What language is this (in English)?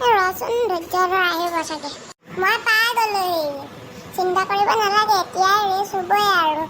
Assamese